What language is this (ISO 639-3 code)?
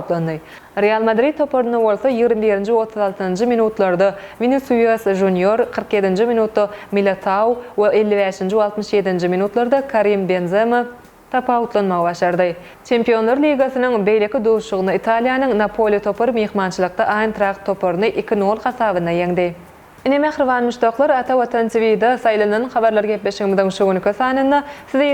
tuk